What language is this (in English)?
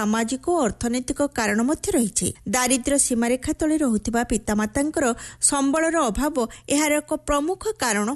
Odia